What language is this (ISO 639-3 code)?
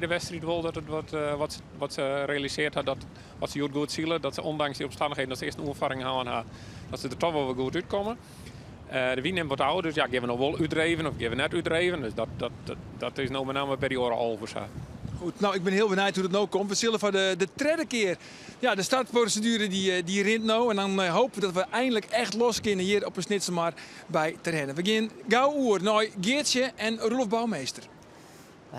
fry